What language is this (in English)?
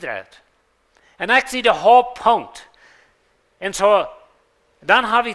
Plautdietsch